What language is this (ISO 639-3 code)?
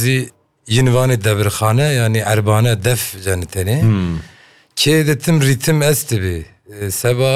kur